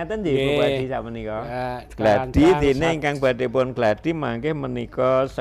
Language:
Javanese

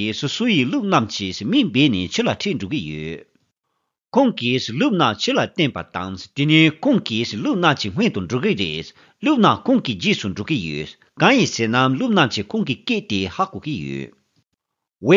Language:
Tibetan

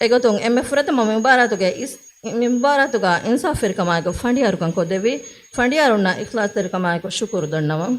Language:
Divehi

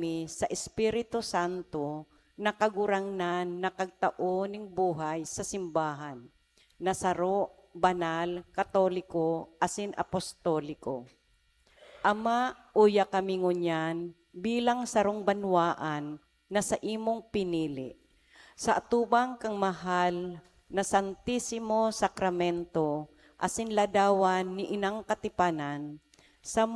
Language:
Bikol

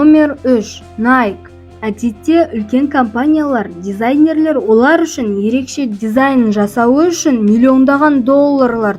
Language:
Kazakh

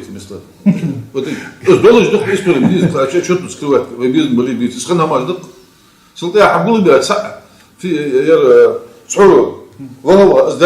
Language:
Chechen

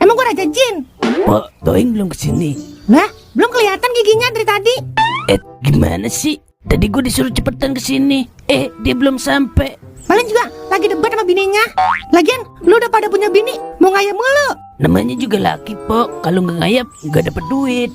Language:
Betawi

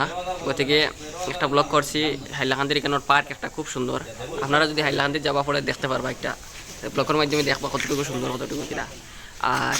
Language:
Sylheti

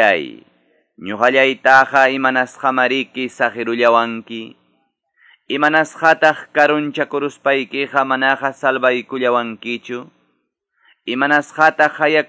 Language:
Quechua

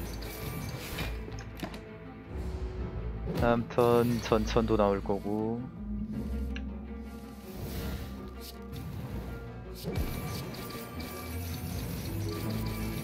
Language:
Korean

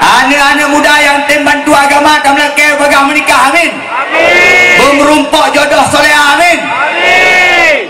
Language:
Achinese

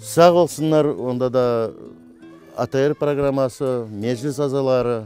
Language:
Crimean Tatar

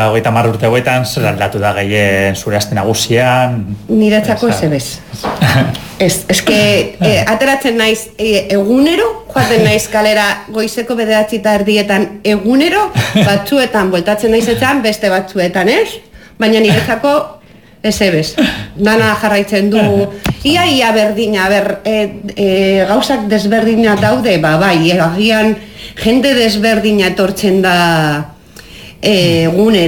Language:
Basque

